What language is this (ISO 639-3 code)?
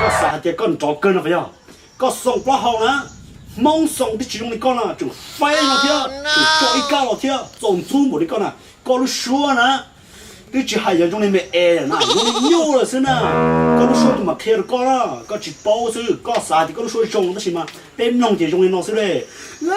hmn